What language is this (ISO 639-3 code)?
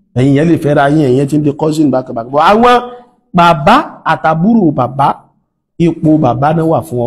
yor